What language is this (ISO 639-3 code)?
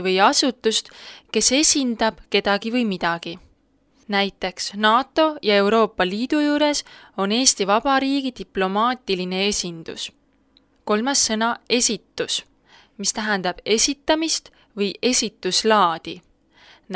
est